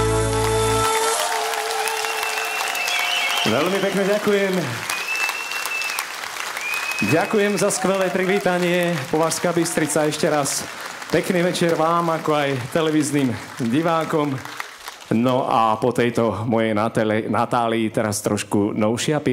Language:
Slovak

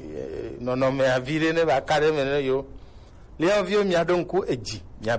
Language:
Gen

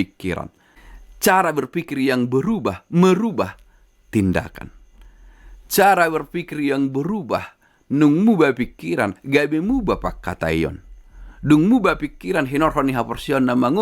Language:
Batak Toba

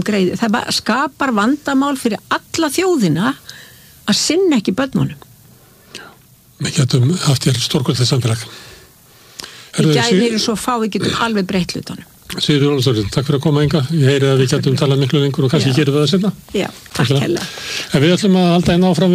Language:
Icelandic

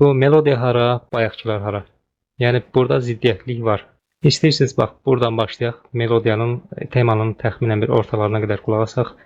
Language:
Azerbaijani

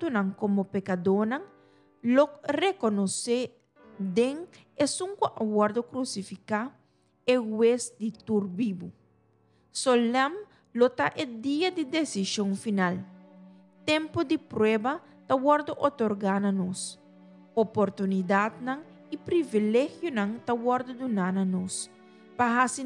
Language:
Papiamento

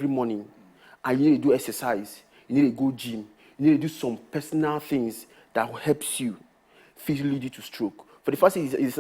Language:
Nigerian Pidgin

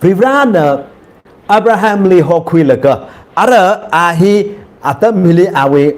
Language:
Tangkhul Naga (India)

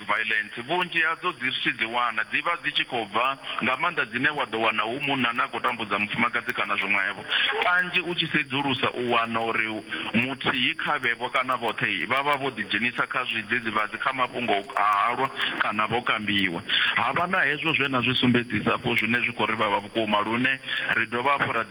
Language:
Venda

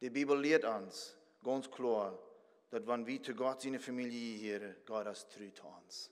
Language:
Plautdietsch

